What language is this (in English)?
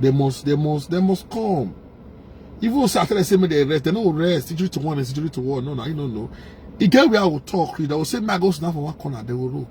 Nigerian Pidgin